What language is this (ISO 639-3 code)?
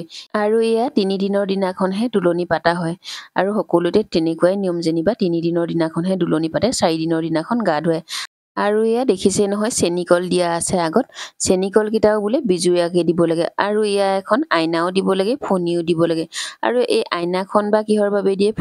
asm